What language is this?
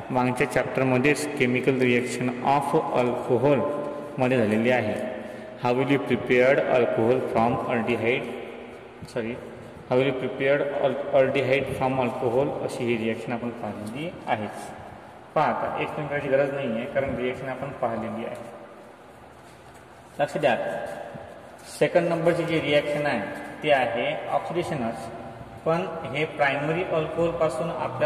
Marathi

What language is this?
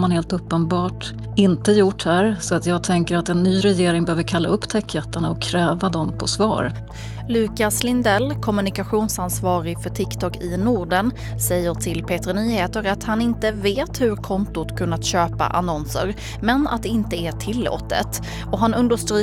Swedish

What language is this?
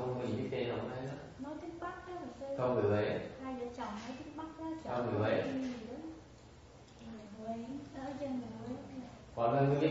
Vietnamese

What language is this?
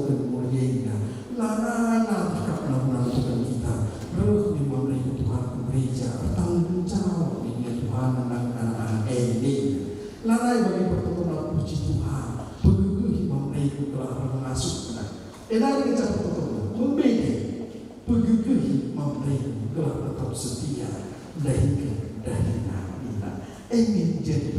Batak Karo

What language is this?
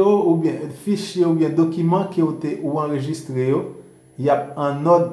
Haitian Creole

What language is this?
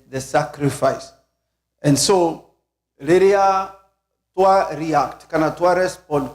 Kikuyu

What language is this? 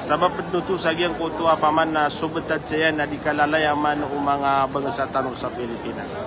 Maranao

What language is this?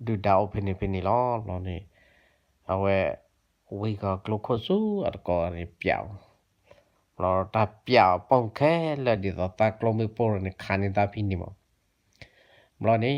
S'gaw Karen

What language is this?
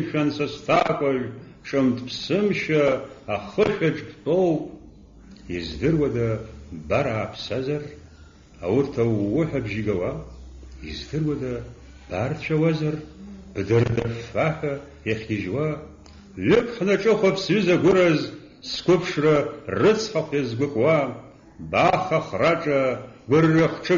Abkhazian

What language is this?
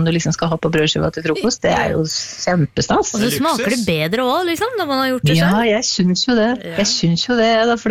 Norwegian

